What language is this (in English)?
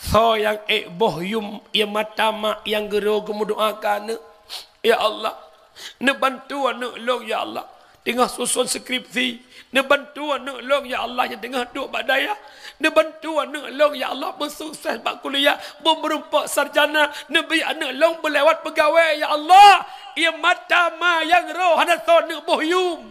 Achinese